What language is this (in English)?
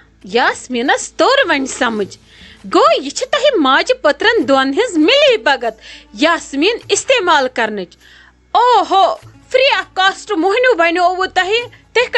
Kashmiri